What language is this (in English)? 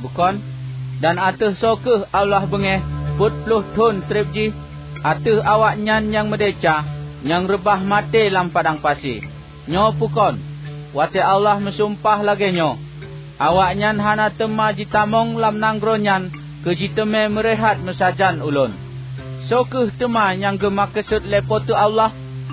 Achinese